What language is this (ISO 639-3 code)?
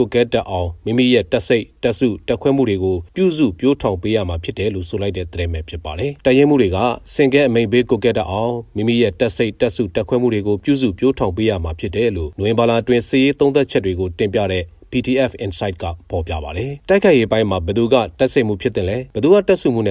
mya